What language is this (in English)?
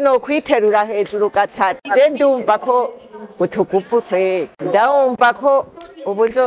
Rundi